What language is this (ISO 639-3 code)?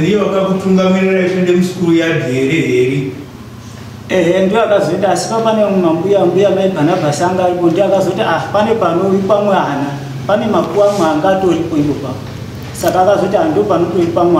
sna